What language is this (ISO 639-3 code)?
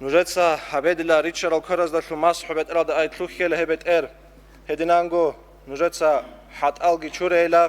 ava